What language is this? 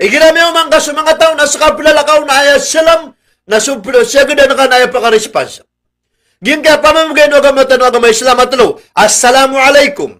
Maranao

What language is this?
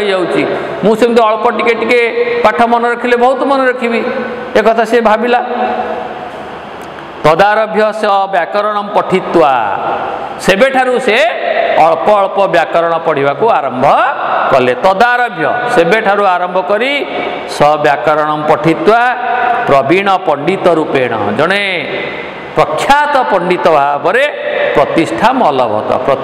Odia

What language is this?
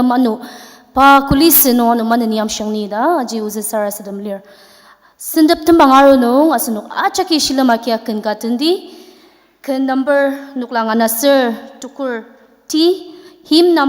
Ao Naga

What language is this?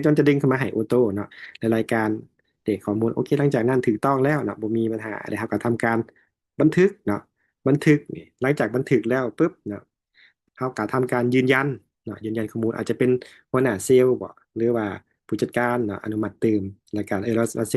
Lao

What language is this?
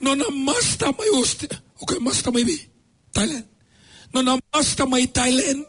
Fijian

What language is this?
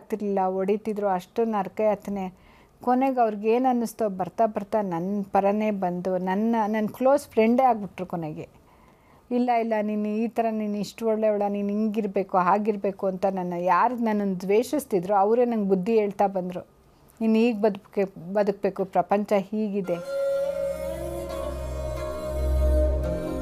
Kannada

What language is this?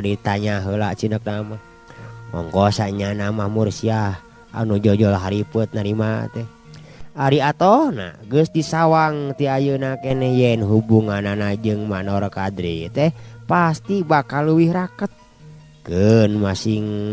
Sundanese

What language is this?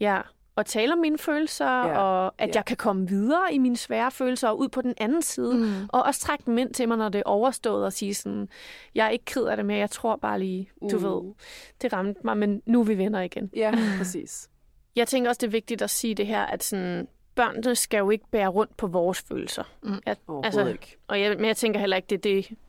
Danish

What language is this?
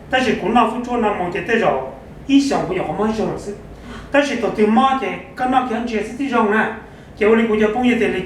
Hmong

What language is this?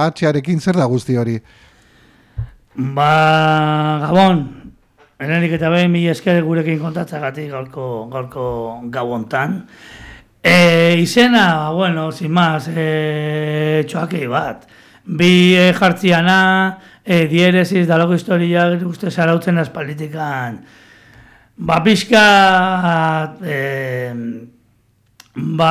Basque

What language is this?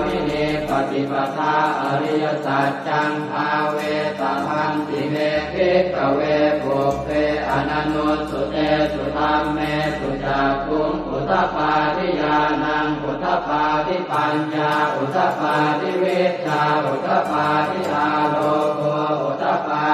Pali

